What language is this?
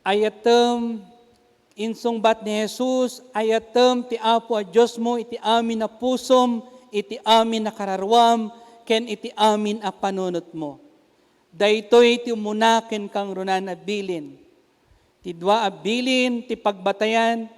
Iloko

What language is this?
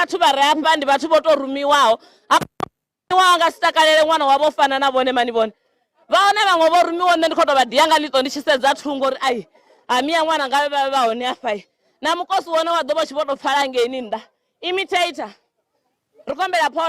Venda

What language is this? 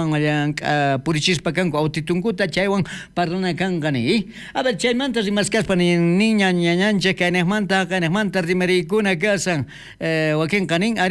South Bolivian Quechua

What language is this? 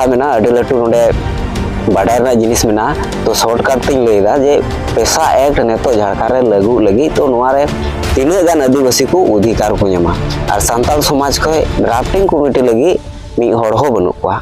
Santali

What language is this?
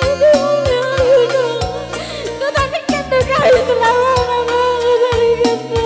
Batak Karo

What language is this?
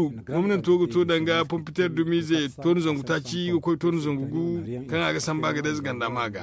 Zarma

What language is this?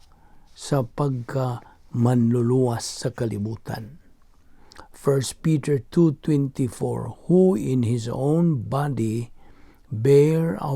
Cebuano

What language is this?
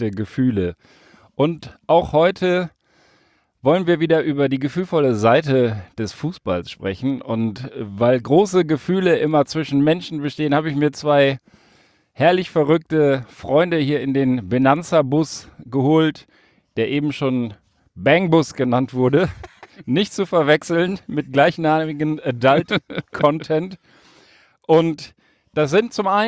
German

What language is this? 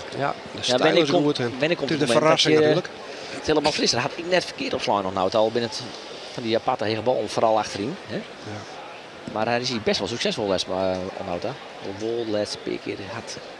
Western Frisian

